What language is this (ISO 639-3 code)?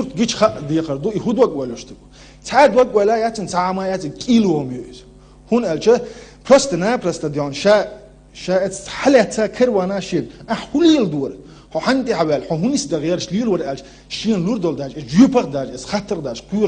che